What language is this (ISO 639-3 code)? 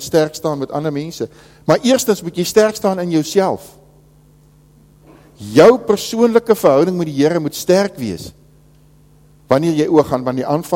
afr